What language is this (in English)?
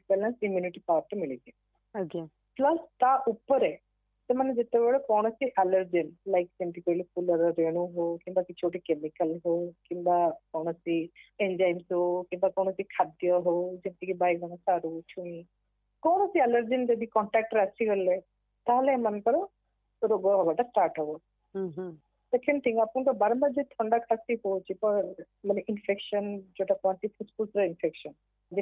Odia